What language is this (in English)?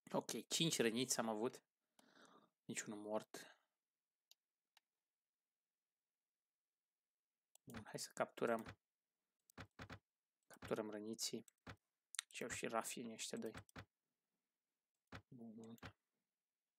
Romanian